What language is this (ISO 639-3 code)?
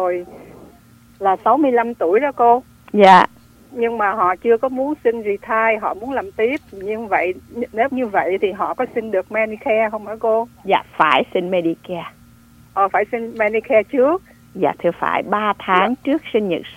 vie